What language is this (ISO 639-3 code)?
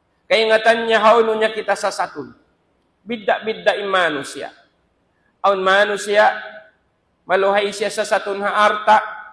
tsg